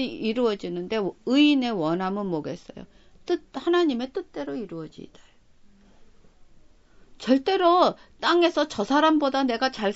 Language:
Korean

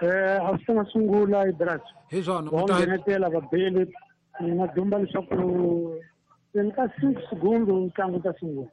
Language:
Tsonga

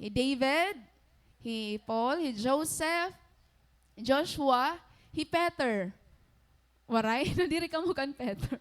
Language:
Waray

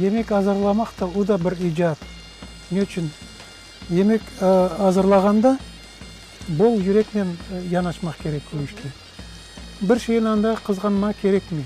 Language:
Crimean Tatar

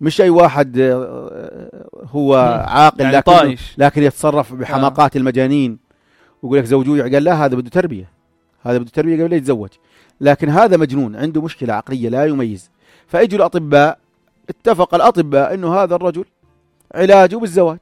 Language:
North Levantine Arabic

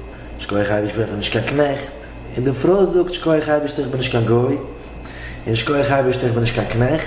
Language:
Yiddish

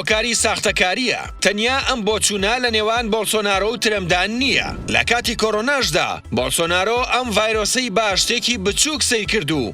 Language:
Central Kurdish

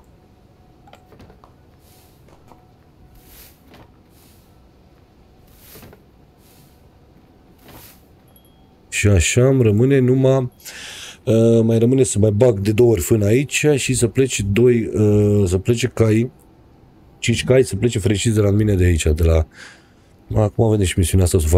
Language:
Romanian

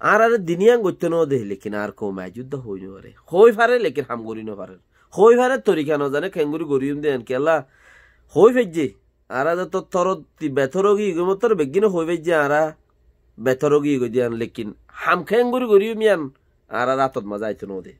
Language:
Rohingya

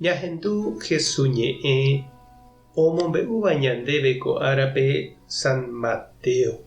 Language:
Guarani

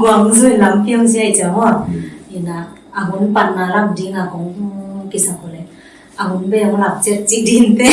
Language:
Tedim Chin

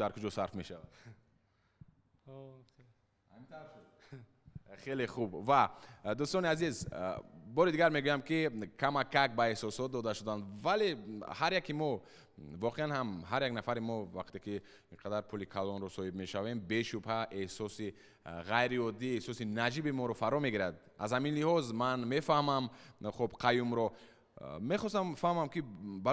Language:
Tajik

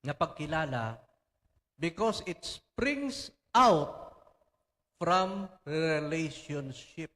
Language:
Hiligaynon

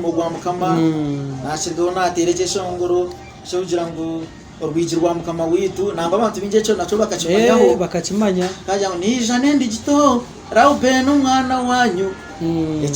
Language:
Nyankole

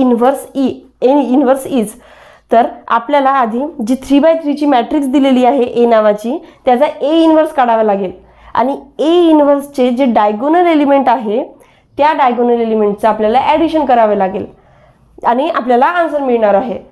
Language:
Marathi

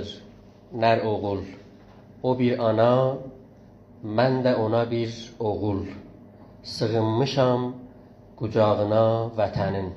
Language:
South Azerbaijani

